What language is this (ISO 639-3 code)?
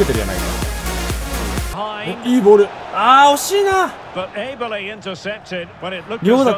jpn